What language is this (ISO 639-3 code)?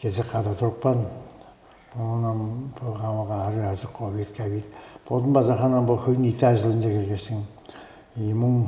tyv